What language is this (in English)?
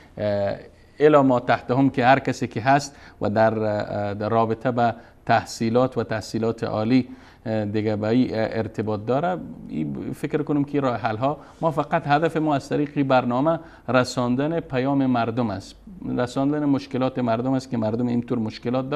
Persian